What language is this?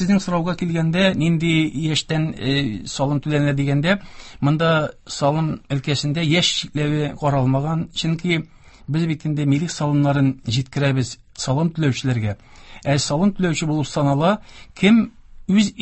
Tatar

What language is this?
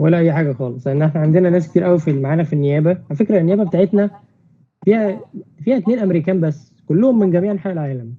Egyptian Arabic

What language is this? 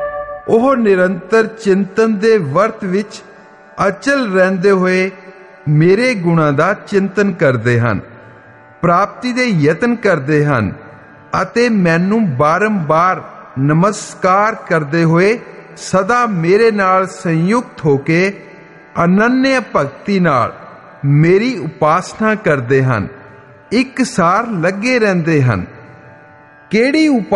Punjabi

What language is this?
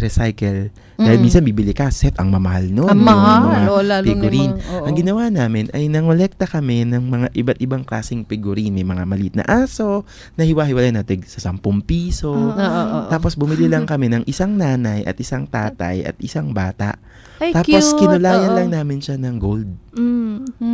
Filipino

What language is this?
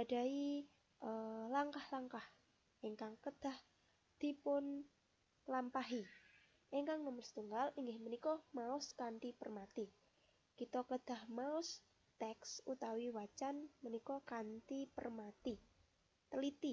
Javanese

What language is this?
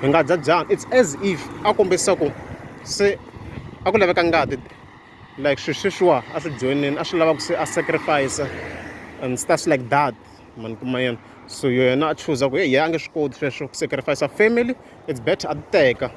Tsonga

